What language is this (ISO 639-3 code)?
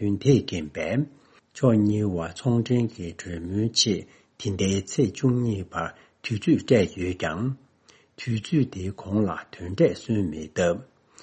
bod